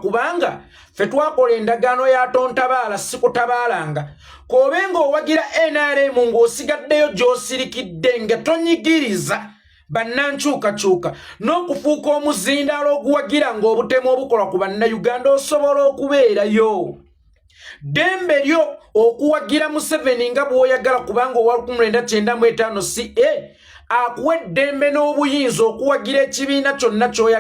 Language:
Ganda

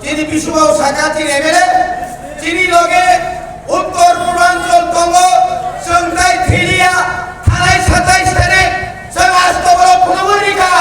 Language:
Kok Borok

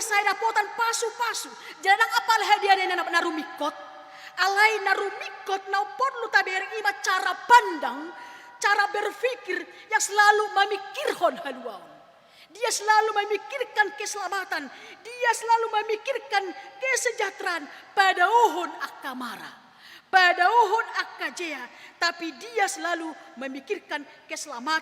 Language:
Batak Toba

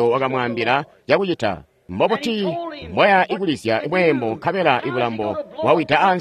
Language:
Tonga (Zambia)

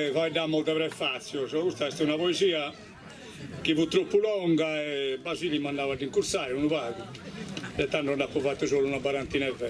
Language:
Sardinian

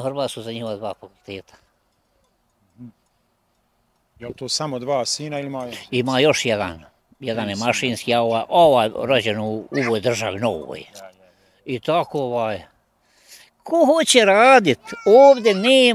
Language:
Bosnian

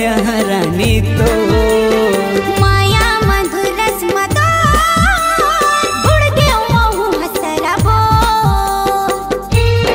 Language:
Chhattisgarhi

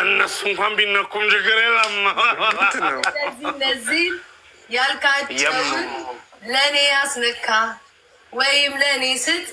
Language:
Amharic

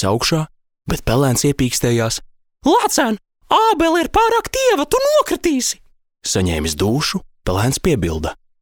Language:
Latvian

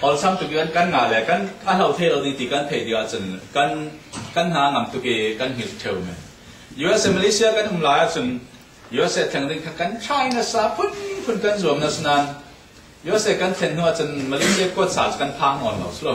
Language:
Falam Chin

